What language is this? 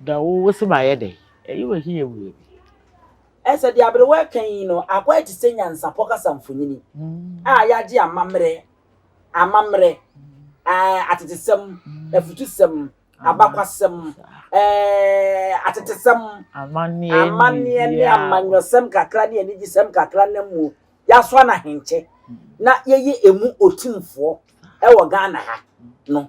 Akan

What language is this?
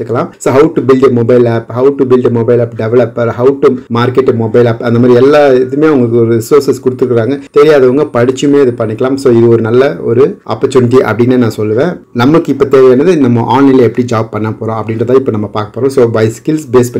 Tamil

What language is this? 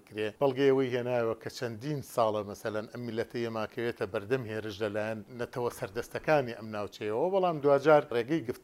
Central Kurdish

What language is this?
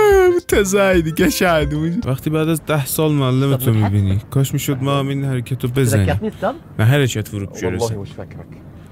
South Azerbaijani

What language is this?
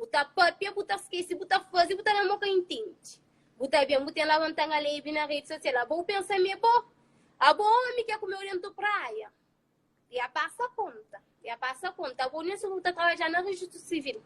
Kabuverdianu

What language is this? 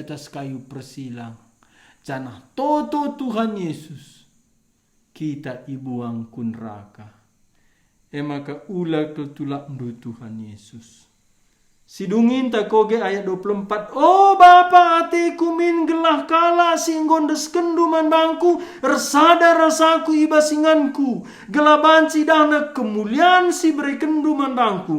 Batak Karo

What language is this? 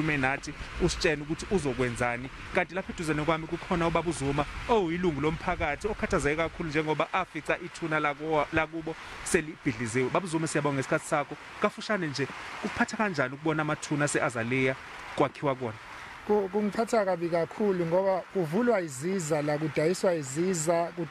Zulu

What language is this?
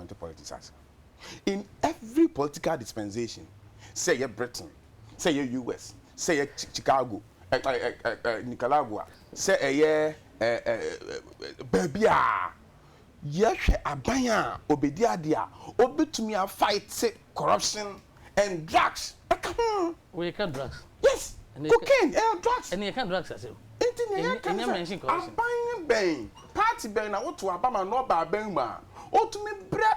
Akan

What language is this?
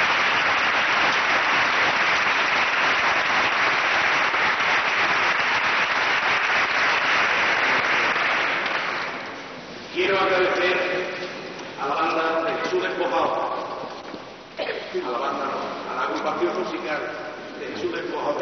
Spanish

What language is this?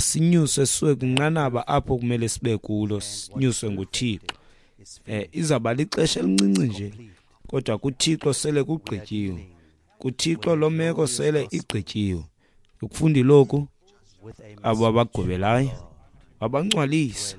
Xhosa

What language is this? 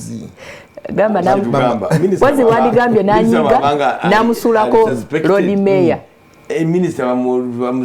Ganda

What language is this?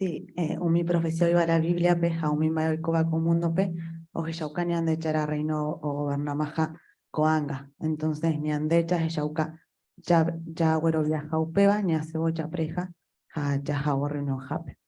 Guarani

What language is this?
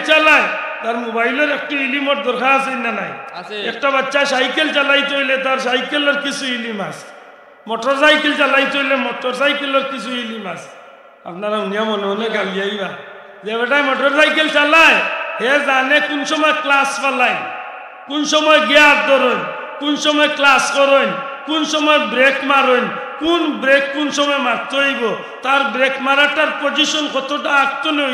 Sylheti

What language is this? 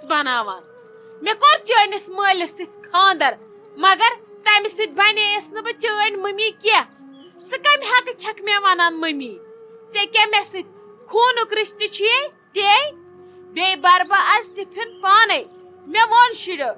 Kashmiri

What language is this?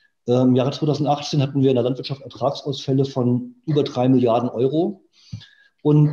German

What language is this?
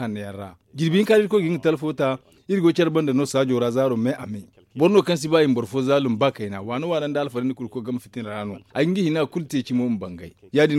Zarma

